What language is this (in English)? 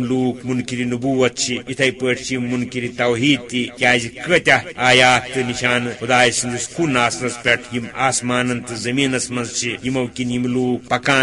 Kashmiri